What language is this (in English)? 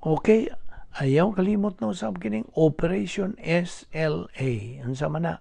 Cebuano